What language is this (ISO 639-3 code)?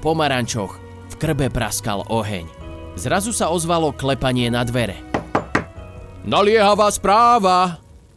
slk